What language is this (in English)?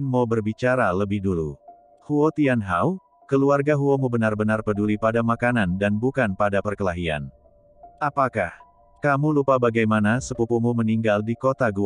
Indonesian